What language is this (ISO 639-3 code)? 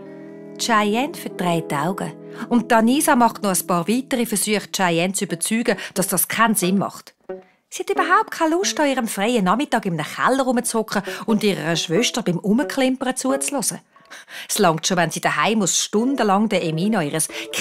gsw